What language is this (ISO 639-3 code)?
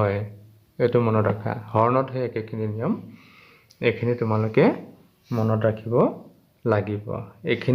asm